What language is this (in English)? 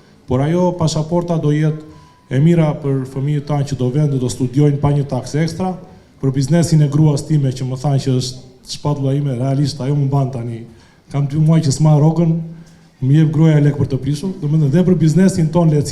Albanian